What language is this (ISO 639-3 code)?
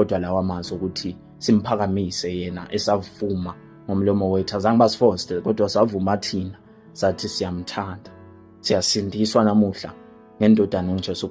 zul